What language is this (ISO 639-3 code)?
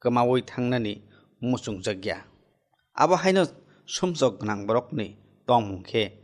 trp